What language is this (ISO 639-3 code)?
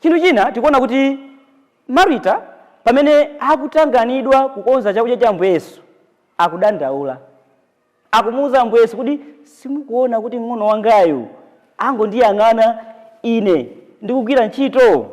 nya